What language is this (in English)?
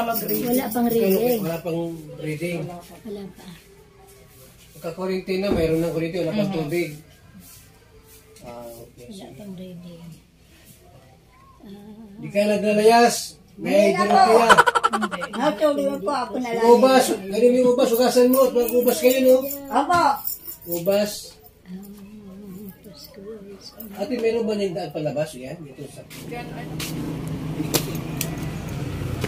Filipino